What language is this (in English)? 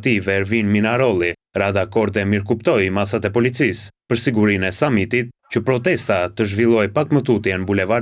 Albanian